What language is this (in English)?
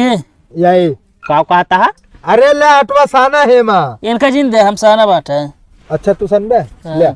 Awadhi